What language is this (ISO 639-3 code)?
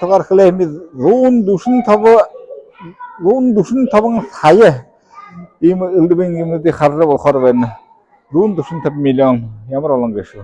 bua